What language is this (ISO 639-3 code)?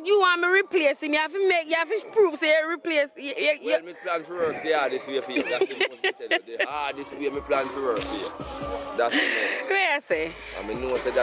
jam